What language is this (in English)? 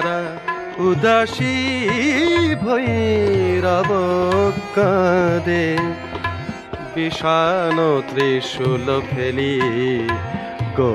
Bangla